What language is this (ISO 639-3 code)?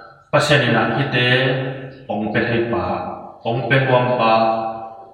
ctd